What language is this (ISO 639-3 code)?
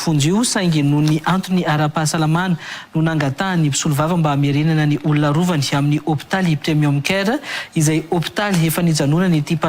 mlg